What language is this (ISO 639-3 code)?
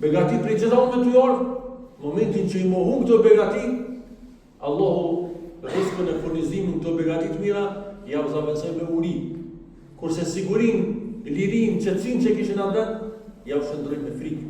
sqi